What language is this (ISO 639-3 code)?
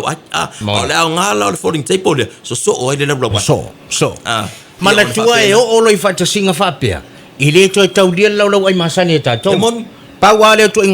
smo